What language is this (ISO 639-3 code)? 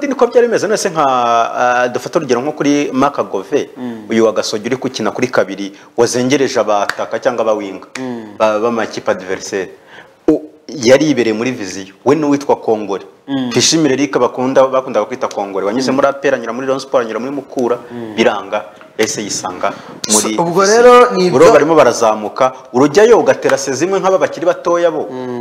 kin